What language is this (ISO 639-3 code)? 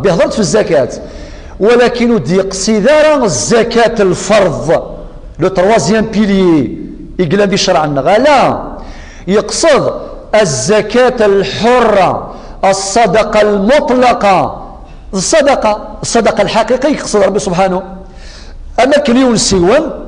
kab